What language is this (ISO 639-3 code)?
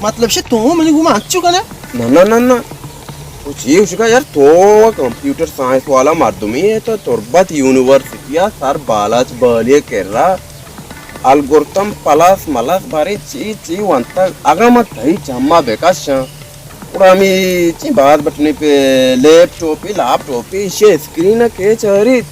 bal